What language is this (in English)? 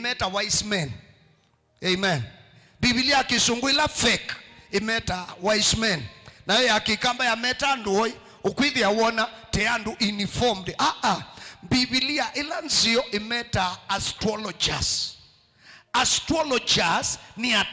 Kamba